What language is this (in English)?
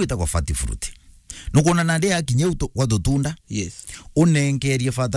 Meru